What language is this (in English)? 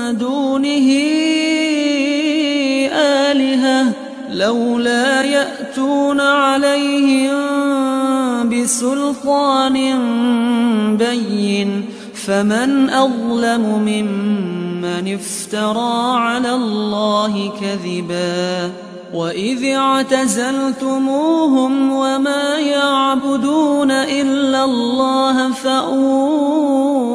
Arabic